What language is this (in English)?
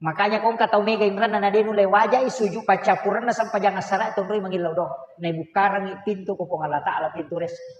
Buginese